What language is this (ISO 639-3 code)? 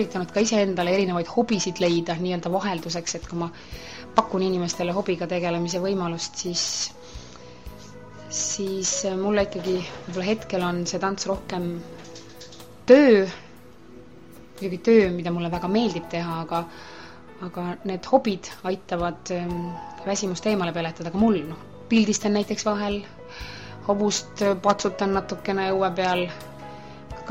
est